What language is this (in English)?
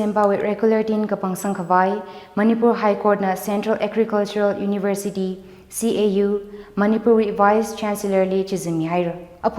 Tangkhul Naga (India)